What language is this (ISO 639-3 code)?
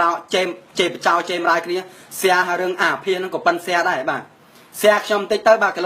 khm